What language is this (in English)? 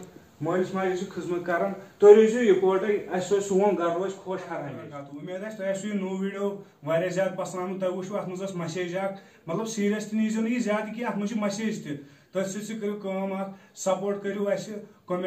Kashmiri